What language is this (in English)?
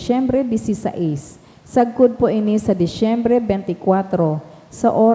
Bikol